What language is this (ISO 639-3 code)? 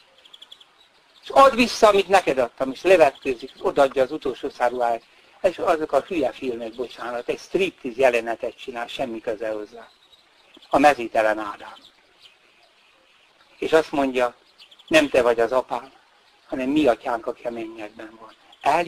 hun